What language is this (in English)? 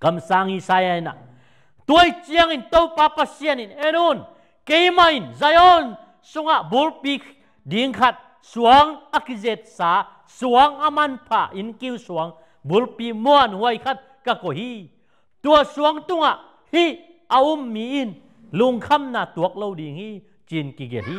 Tedim Chin